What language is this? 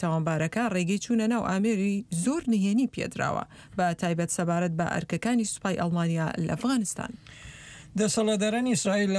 Central Kurdish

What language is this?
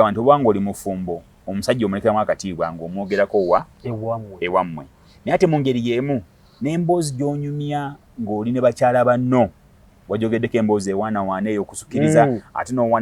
Ganda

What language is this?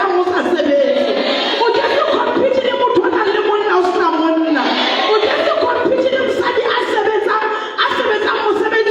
Southern Sotho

